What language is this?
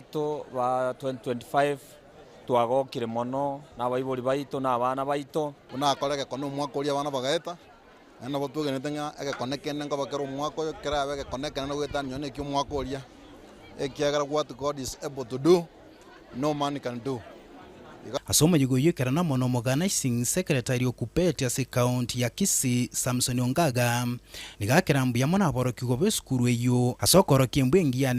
Gusii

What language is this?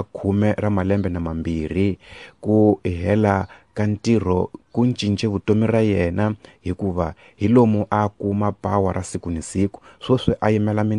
Tsonga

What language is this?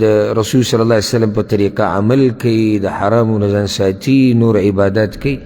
Pashto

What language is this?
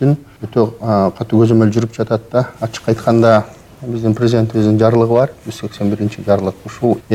Kyrgyz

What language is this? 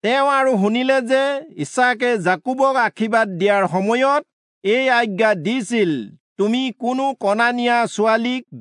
Assamese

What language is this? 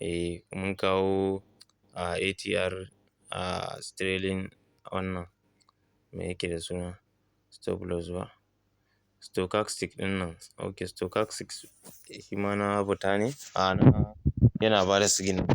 Hausa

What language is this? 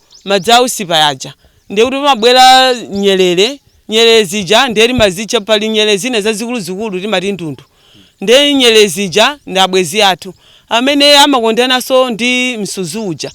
Nyanja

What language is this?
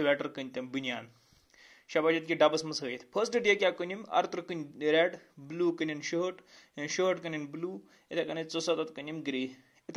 Kashmiri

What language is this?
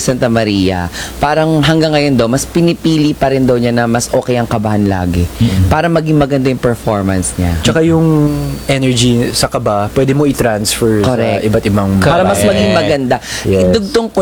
Filipino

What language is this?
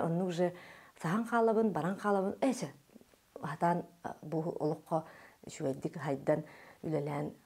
Yakut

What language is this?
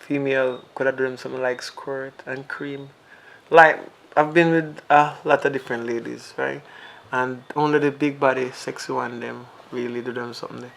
Jamaican Creole English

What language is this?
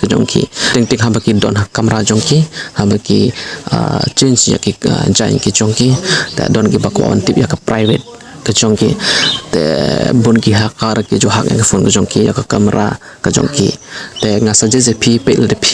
Khasi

